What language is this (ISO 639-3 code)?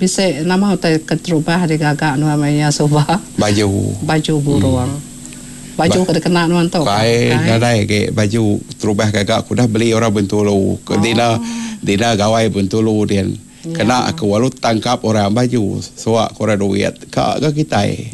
iba